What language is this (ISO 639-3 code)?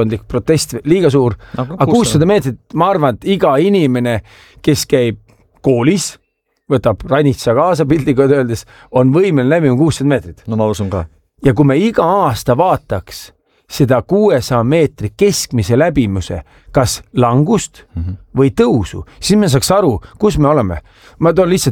est